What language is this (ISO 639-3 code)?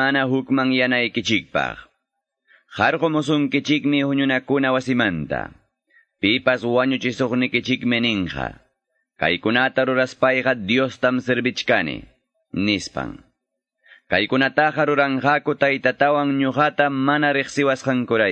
que